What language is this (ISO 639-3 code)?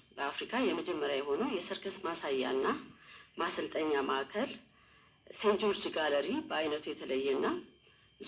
amh